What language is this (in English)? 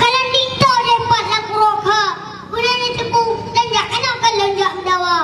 Achinese